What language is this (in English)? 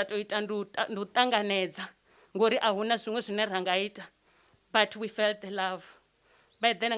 Venda